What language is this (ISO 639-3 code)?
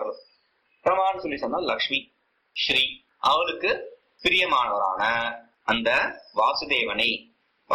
tam